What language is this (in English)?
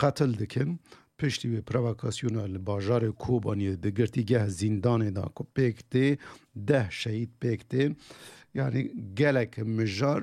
Kurdish